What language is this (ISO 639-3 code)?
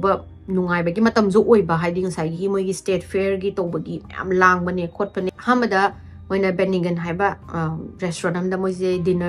mni